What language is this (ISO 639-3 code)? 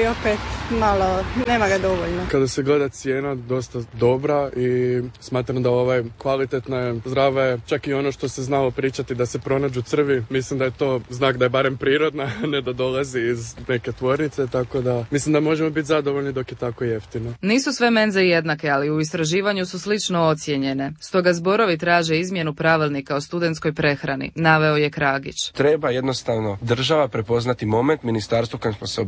hrv